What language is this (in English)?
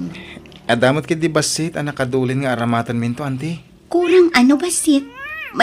Iloko